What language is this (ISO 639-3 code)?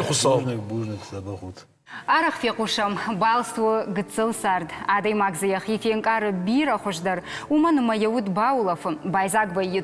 oss